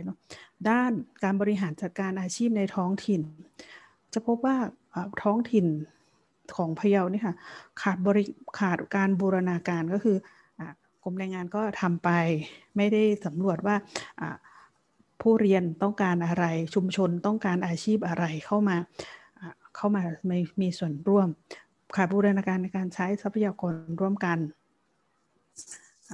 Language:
Thai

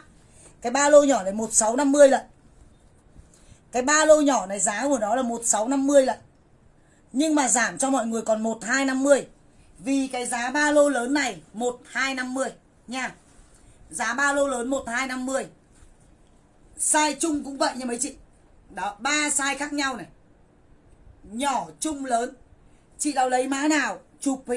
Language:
Vietnamese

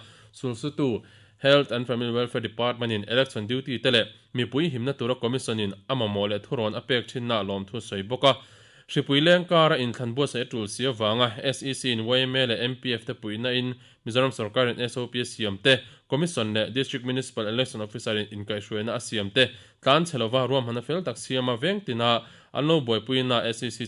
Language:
Mizo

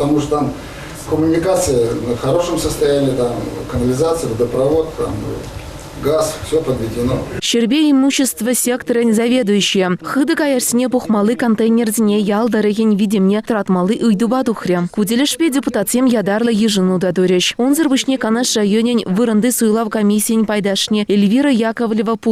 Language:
Chuvash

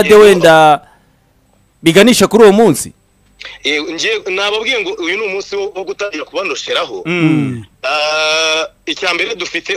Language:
Kinyarwanda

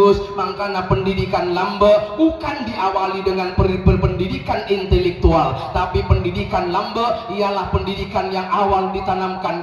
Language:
Madurese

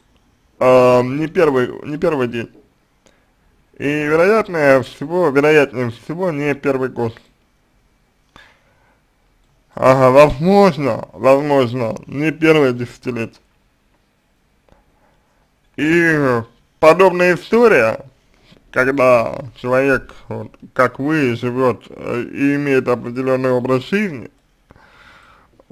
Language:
Russian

